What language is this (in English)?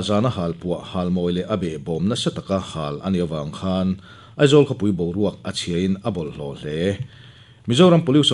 Mizo